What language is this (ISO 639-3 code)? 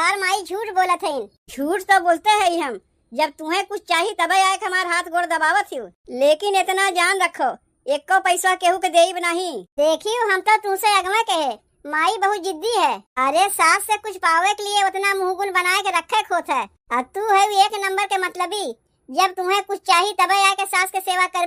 awa